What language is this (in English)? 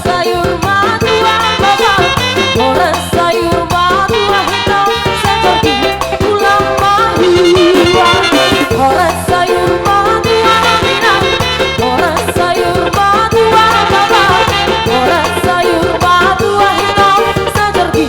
Batak Simalungun